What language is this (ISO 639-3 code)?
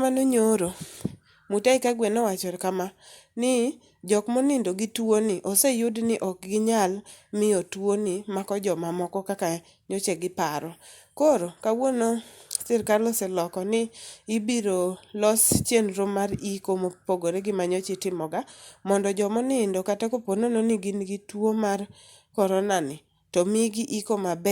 luo